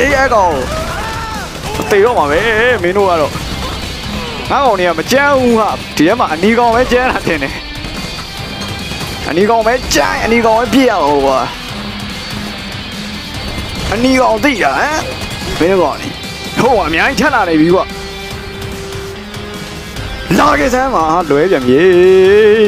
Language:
Burmese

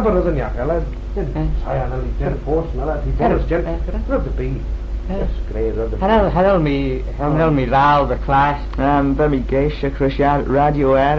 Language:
Manx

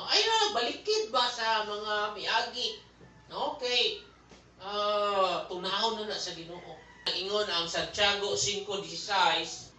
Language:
Cebuano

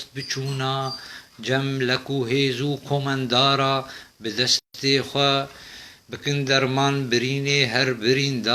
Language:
Kurdish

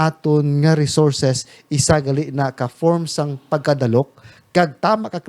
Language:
Hiligaynon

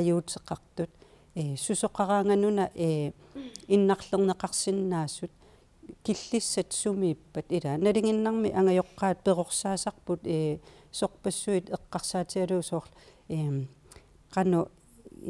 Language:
Kalaallisut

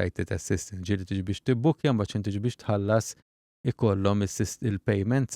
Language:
Maltese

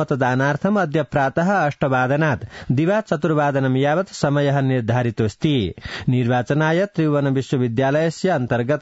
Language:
Sanskrit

